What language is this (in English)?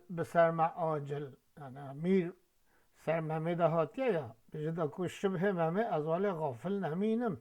Kurdish